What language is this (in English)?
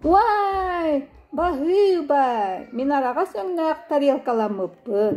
Yakut